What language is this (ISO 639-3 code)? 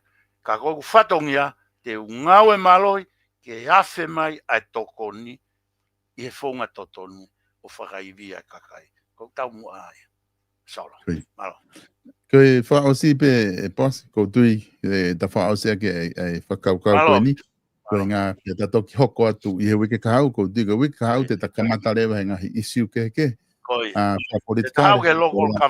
ton